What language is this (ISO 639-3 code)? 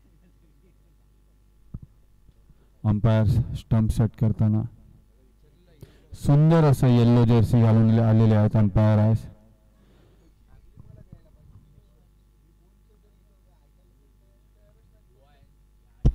mar